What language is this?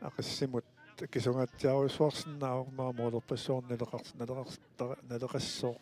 Kalaallisut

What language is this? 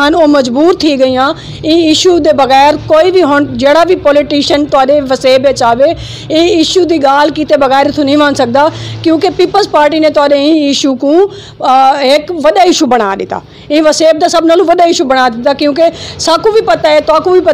Saraiki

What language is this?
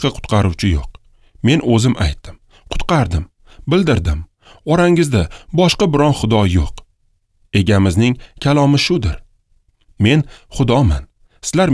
Uzbek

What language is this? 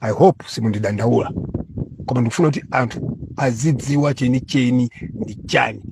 Nyanja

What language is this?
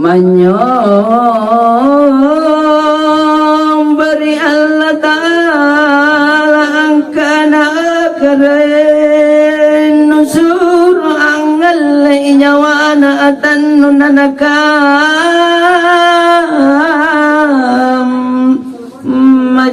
Makasar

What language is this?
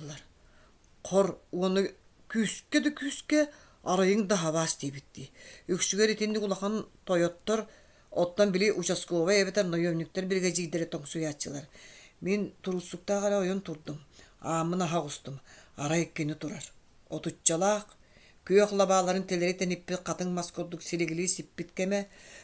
Yakut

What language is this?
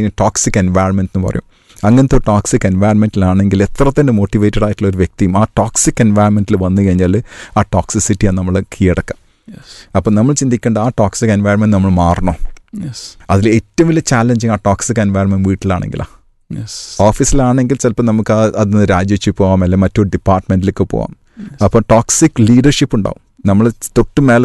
Malayalam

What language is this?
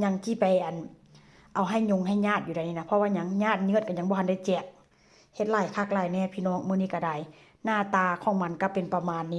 Lao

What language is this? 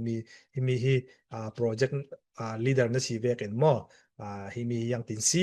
Falam Chin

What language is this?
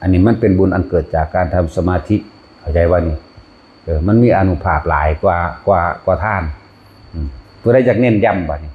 Northeastern Thai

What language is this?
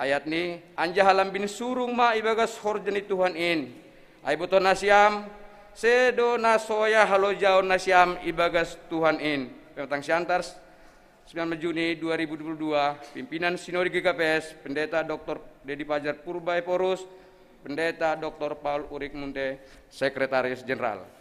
Batak Simalungun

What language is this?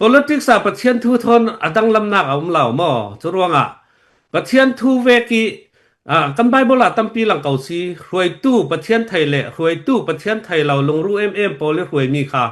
Falam Chin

